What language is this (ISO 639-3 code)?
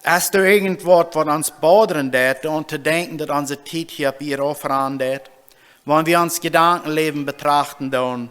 pdt